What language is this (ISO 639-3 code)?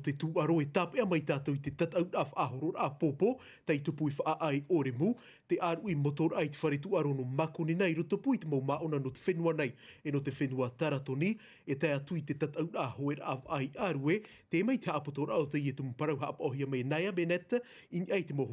tah